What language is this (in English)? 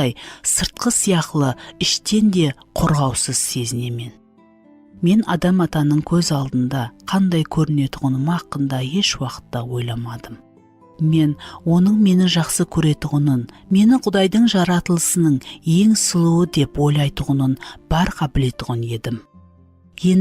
Kara-Kalpak